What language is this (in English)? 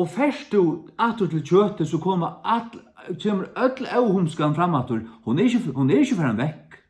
Faroese